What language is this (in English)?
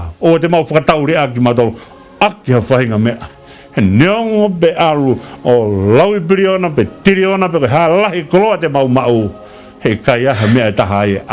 Tongan